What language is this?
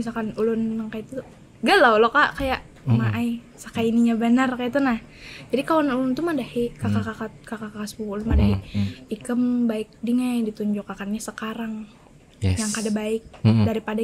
Banjar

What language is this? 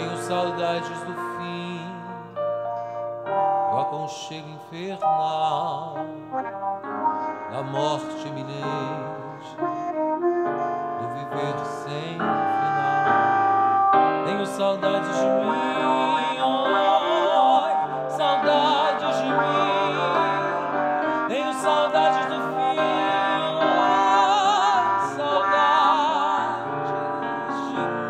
Portuguese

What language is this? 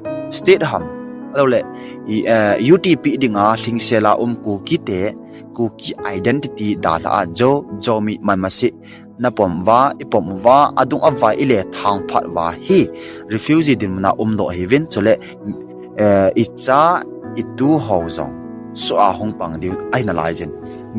Thado Chin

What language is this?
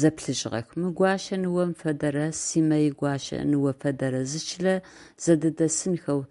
Adyghe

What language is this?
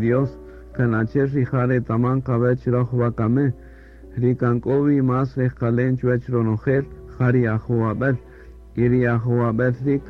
Kaqchikel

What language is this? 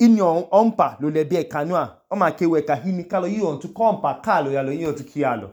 Idoma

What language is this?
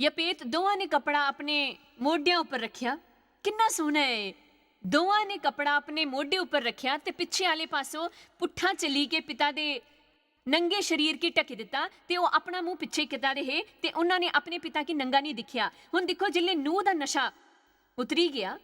Dogri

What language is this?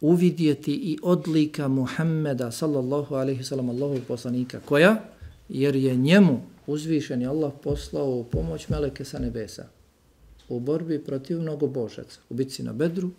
Bosnian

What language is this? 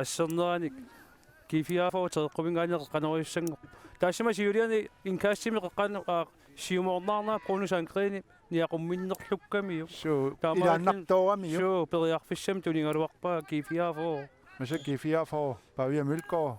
Kalaallisut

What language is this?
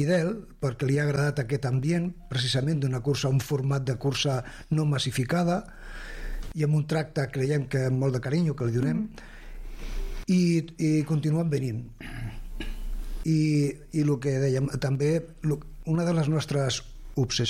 Catalan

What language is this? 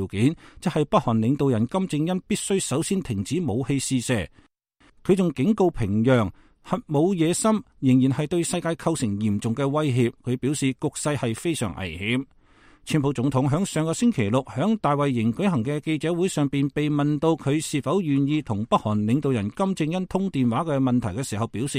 Cantonese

